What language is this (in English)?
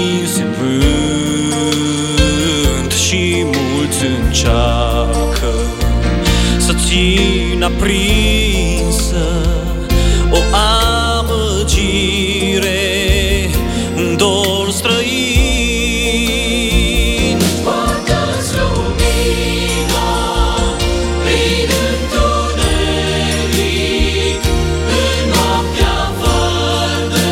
Romanian